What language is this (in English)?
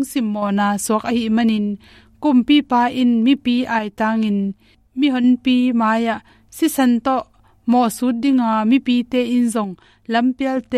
Tedim Chin